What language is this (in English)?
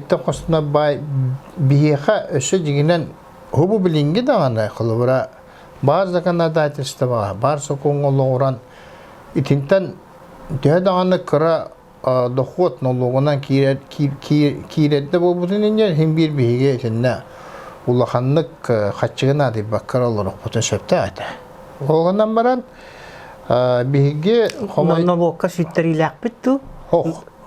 Yakut